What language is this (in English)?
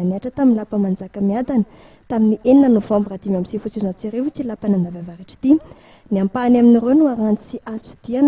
Malagasy